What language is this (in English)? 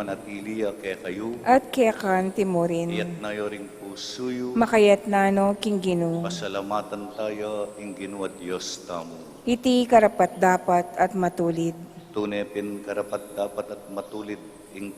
Pampanga